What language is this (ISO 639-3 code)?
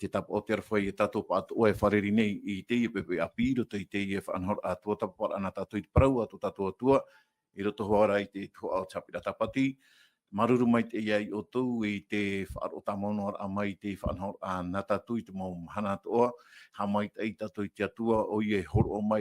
tah